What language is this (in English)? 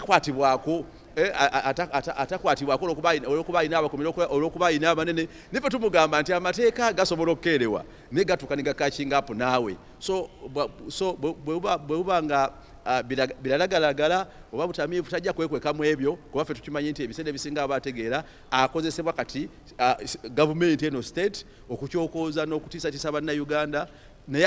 Ganda